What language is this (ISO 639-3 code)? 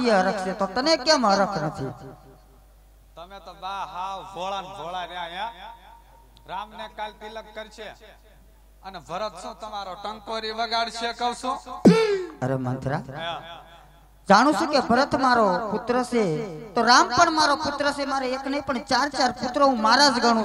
guj